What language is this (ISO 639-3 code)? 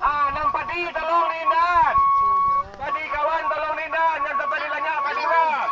min